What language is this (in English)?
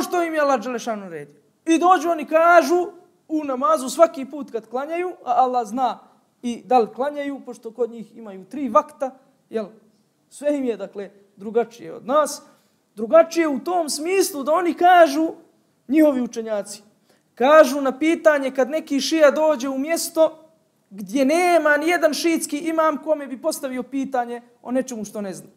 Bosnian